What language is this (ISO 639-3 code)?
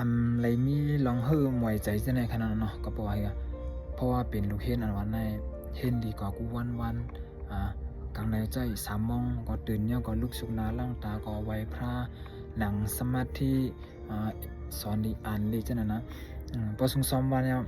shn